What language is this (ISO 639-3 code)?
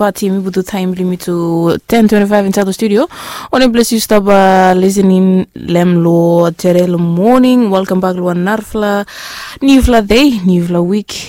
bis